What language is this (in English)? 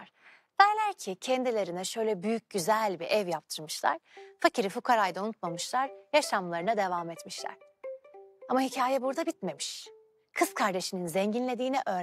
Turkish